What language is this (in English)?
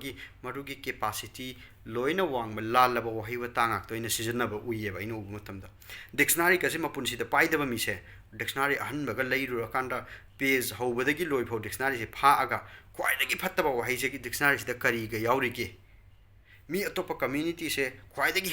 Manipuri